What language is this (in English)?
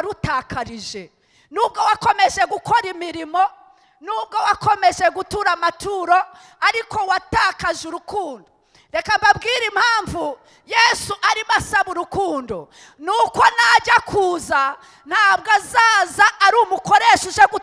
Kinyarwanda